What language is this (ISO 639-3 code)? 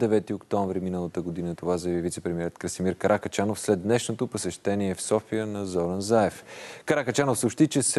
bul